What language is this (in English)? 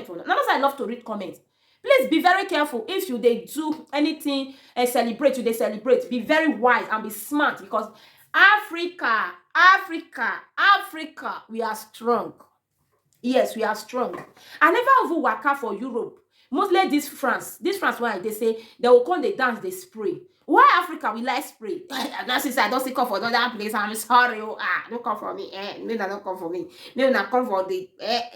Nigerian Pidgin